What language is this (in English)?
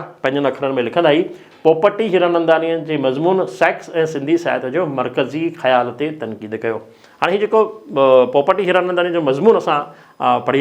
Sindhi